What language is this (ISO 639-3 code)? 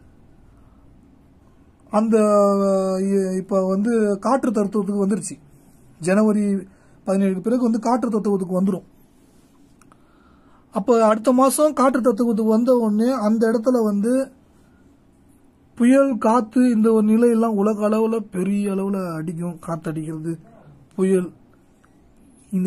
tam